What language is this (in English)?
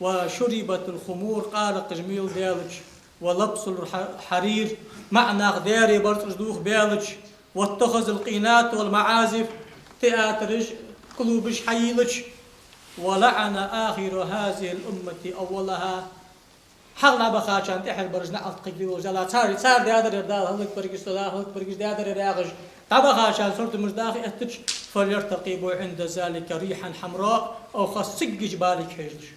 Ingush